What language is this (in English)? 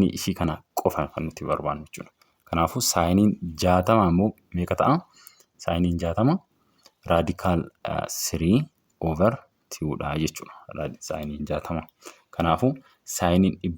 Oromo